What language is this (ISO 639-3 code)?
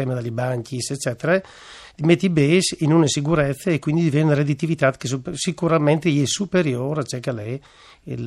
fur